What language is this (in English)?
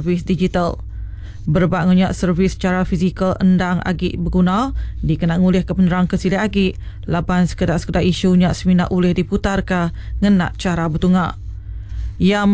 Iban